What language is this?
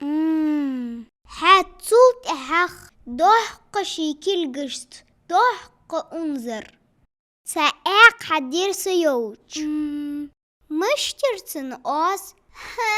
Ingush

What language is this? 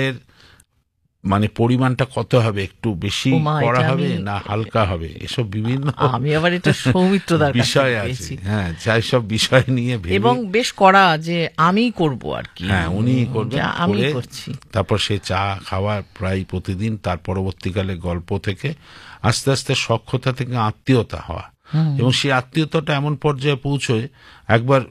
Bangla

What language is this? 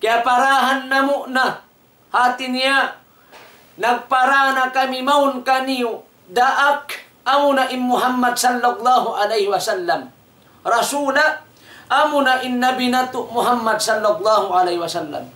Tausug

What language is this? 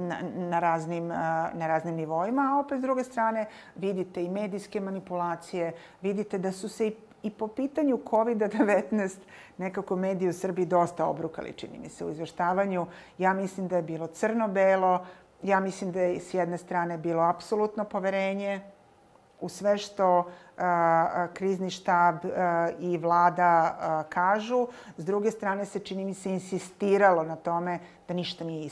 Serbian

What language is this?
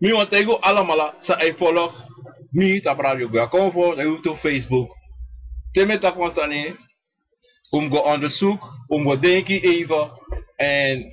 Sranan Tongo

